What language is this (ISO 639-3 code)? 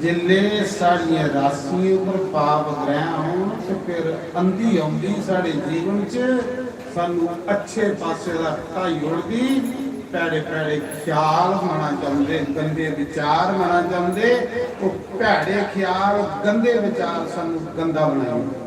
doi